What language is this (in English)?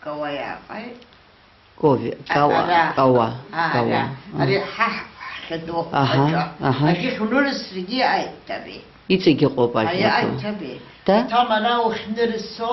Abkhazian